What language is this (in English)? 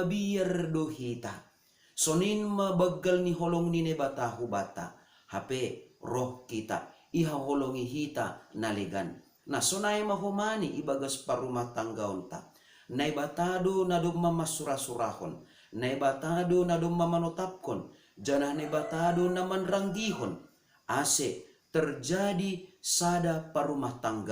Batak Simalungun